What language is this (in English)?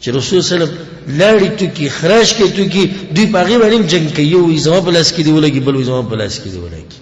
Pashto